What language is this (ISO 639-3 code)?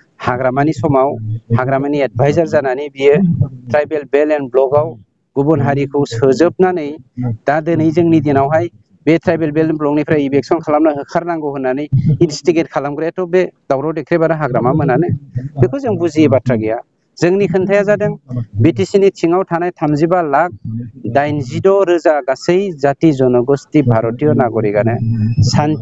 brx